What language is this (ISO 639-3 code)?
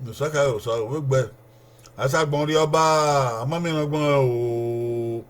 bin